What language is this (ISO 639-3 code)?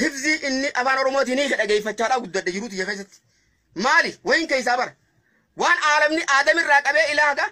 orm